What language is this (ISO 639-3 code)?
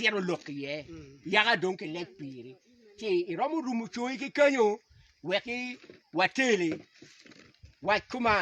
ach